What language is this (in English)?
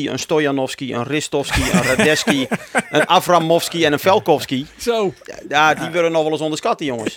Western Frisian